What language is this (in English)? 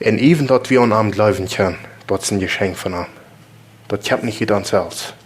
Plautdietsch